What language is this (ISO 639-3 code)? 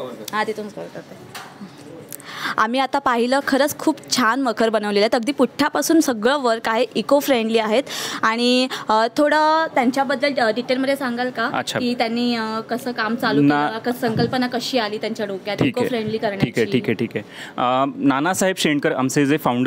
mar